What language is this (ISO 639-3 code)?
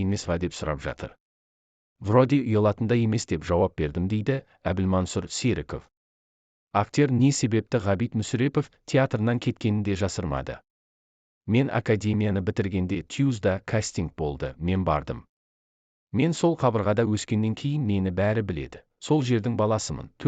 kaz